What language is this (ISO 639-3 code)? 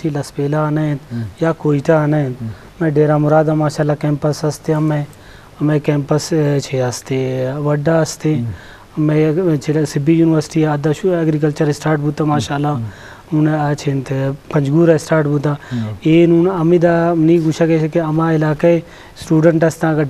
bgp